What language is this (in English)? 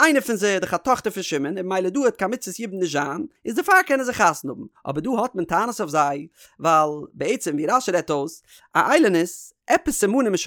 Yiddish